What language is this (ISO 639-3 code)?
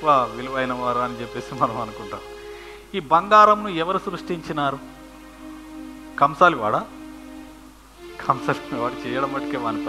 tel